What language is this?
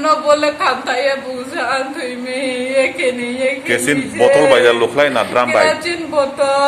Kok Borok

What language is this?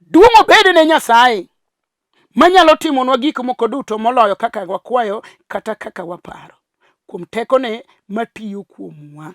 Luo (Kenya and Tanzania)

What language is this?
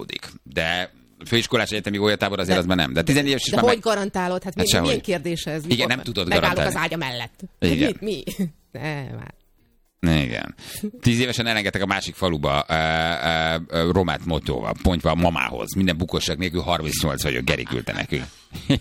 Hungarian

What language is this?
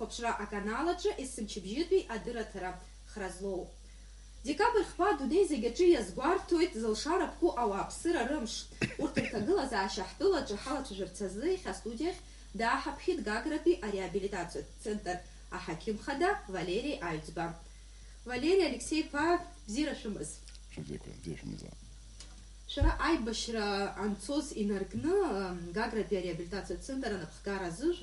Abkhazian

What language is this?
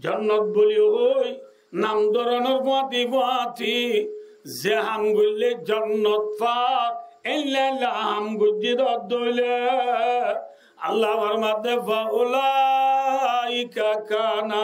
Rohingya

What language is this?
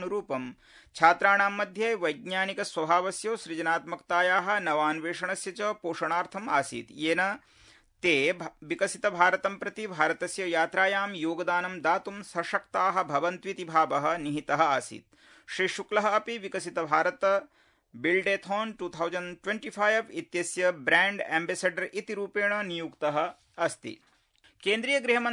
Sanskrit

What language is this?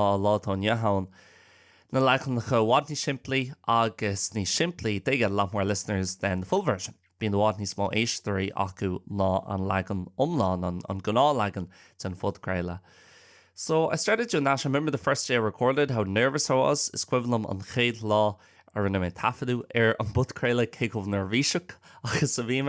Irish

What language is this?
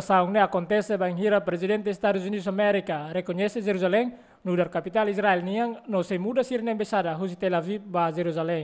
Tetum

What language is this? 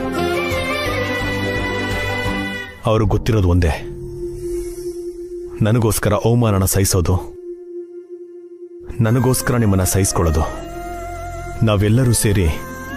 Kannada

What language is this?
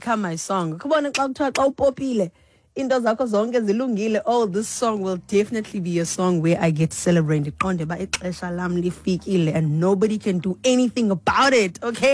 Xhosa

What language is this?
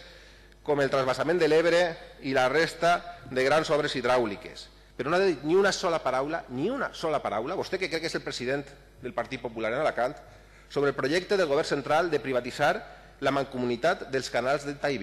Catalan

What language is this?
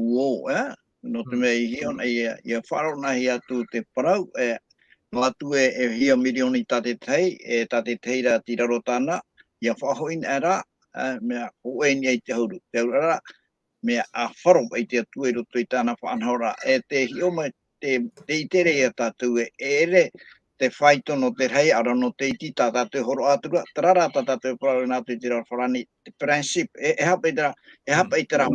Tahitian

